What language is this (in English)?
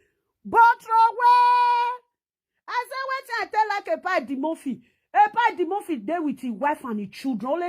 Nigerian Pidgin